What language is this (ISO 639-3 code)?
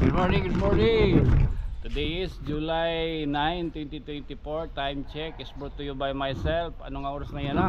war